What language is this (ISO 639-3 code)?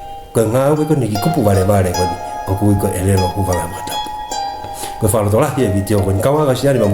ton